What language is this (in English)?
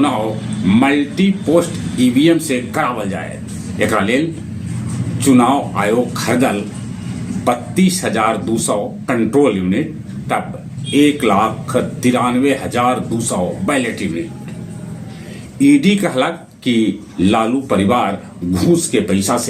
Magahi